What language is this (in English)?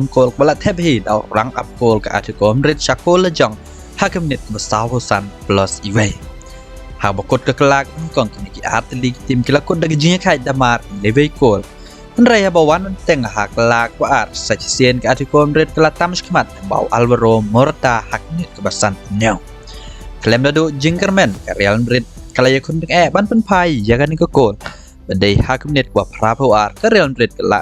Khasi